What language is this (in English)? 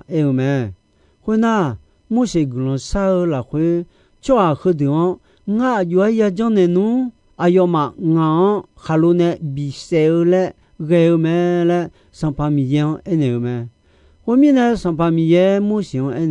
Akha